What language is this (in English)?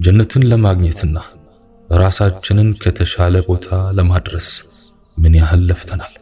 Amharic